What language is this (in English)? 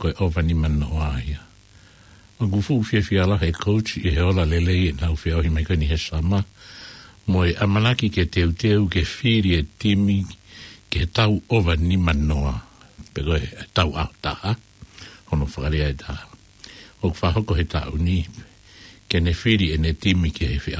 Tongan